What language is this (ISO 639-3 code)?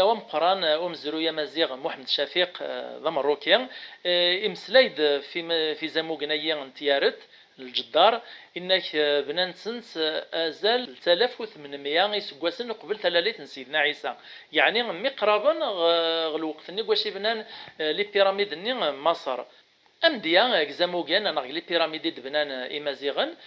kab